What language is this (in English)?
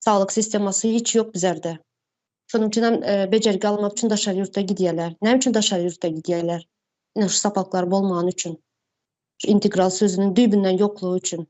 Turkmen